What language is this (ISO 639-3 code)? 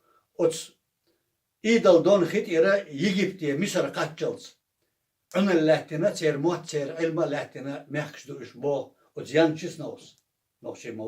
che